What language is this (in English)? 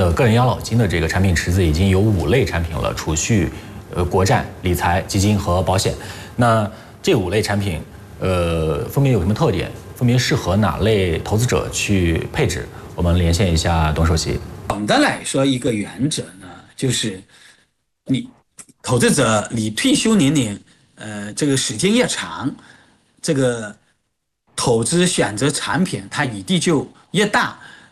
Chinese